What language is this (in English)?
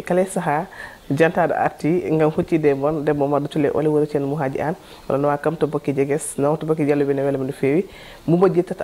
Fula